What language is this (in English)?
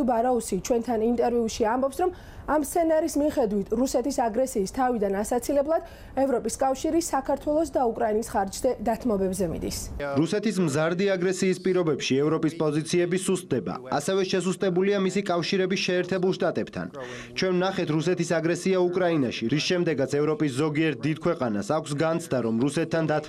Georgian